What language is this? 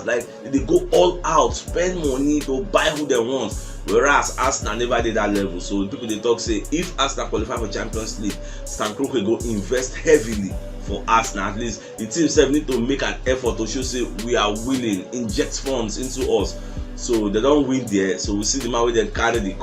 Nigerian Pidgin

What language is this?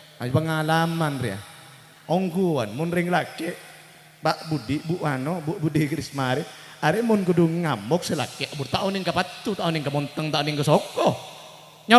Madurese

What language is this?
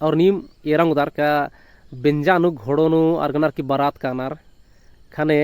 Kurukh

